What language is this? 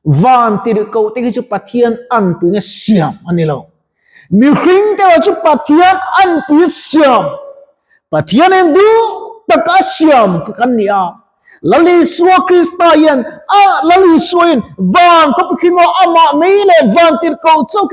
Mizo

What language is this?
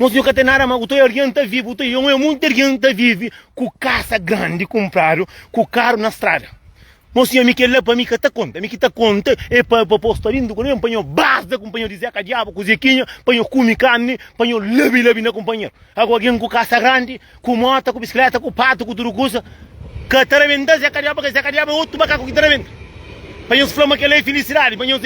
Kabuverdianu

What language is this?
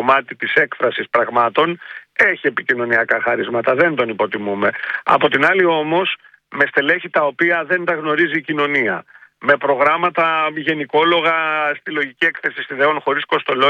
Greek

